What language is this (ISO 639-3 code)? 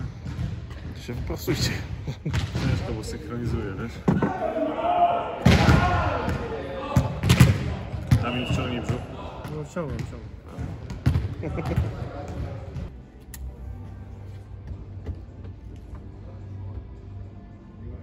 pol